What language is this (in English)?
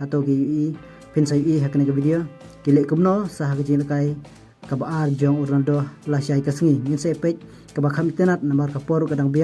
Khasi